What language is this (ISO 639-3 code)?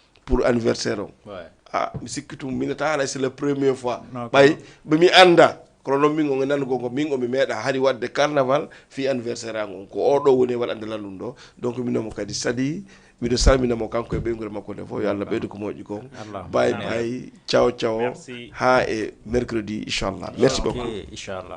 ful